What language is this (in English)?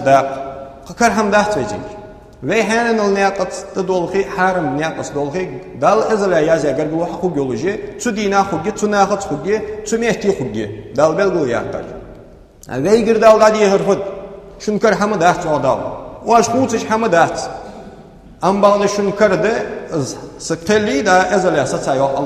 Ingush